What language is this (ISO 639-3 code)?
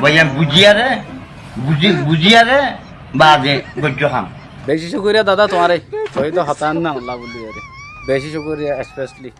rhg